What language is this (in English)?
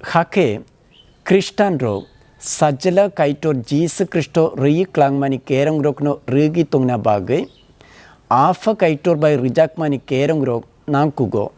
Kok Borok